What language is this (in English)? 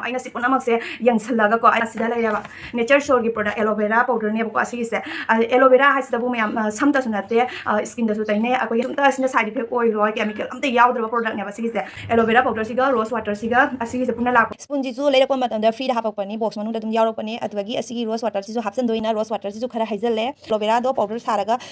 Manipuri